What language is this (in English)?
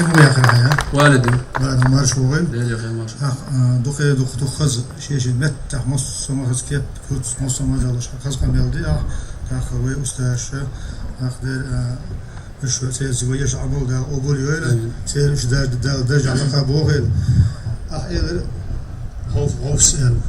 Chechen